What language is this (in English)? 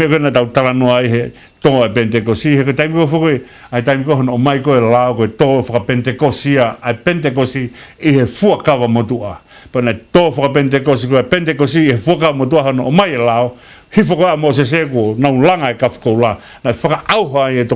Tongan